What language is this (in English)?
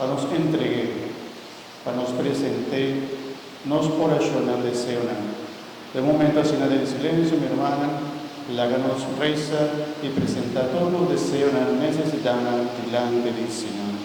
Papiamento